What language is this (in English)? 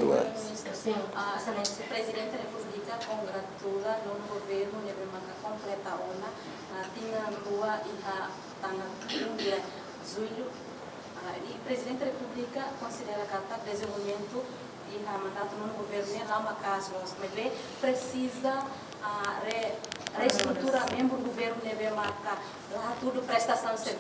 Tetum